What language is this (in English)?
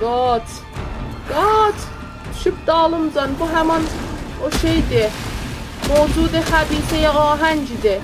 South Azerbaijani